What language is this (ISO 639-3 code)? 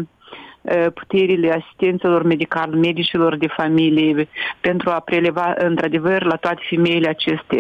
ron